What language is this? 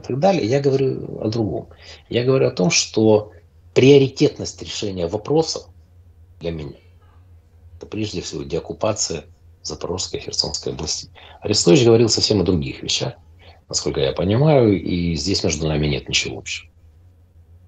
Russian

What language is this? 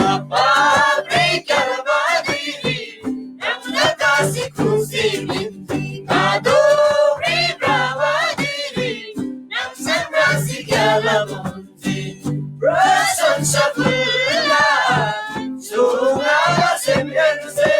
Eastern Tamang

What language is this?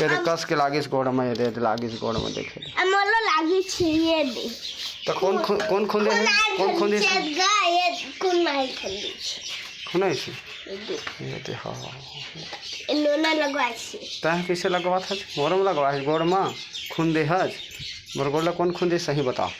Chhattisgarhi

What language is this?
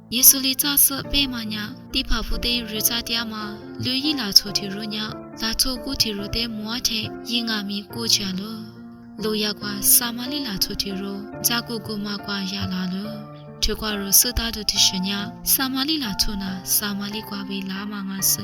Lisu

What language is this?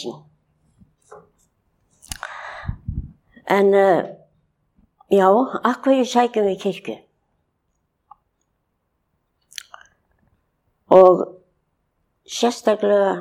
Icelandic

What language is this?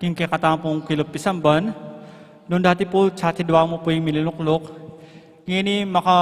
Pampanga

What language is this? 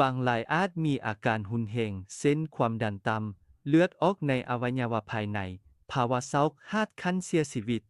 Lao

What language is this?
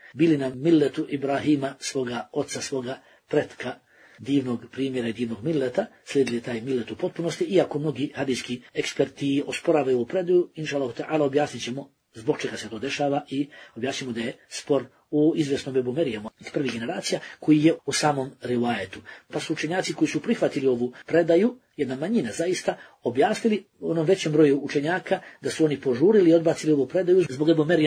Bosnian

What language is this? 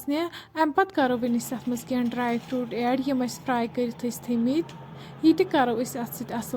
Kashmiri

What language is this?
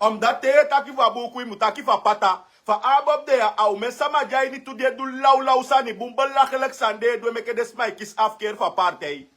Sranan Tongo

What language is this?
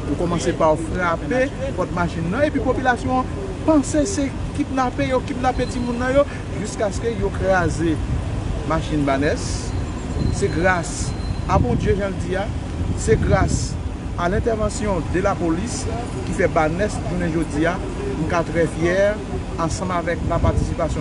Haitian Creole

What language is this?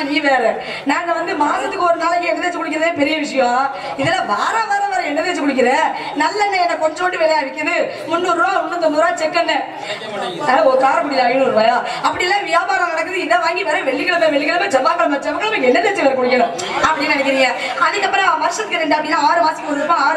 Tamil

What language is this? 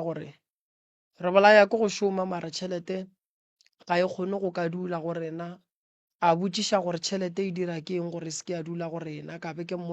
Northern Sotho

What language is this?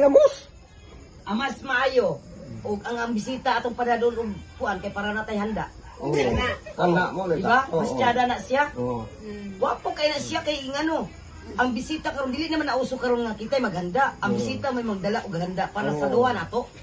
Cebuano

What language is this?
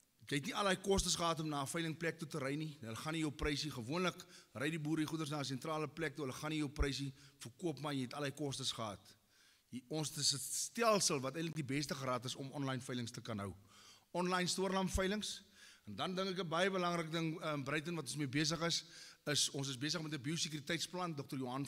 Afrikaans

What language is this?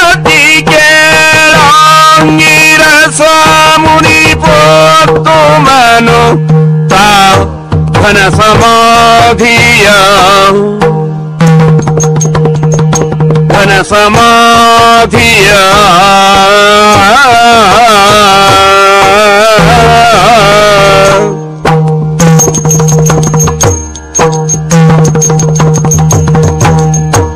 Kannada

